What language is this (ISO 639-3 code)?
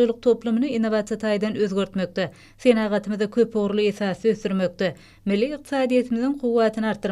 tuk